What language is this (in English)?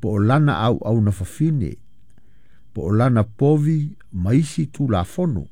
Samoan